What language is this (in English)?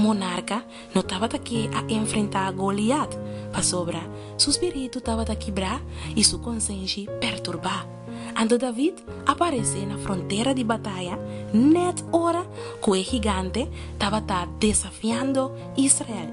Papiamento